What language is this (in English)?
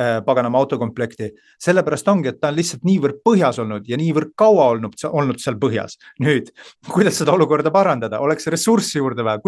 Estonian